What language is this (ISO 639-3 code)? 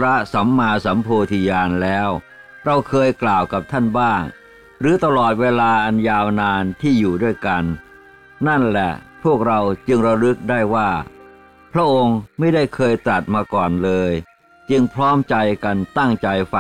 tha